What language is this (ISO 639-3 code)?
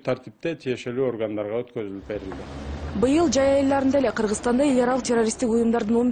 kir